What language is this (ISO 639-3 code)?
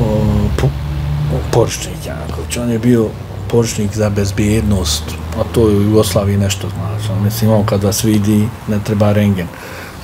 bos